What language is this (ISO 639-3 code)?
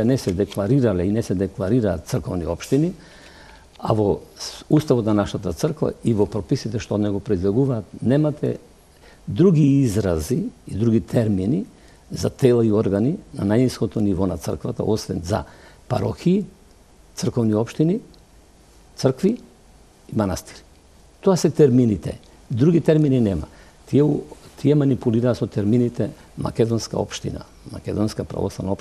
mkd